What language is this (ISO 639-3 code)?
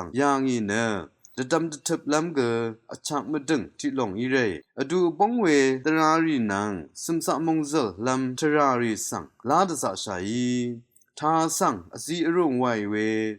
raw